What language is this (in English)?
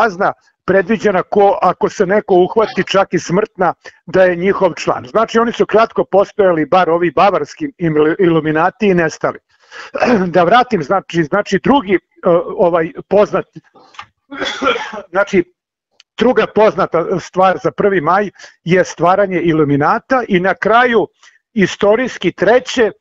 Serbian